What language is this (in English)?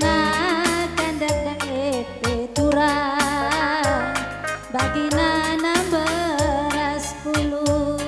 Batak Karo